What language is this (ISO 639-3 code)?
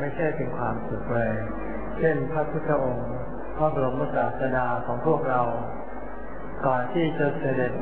tha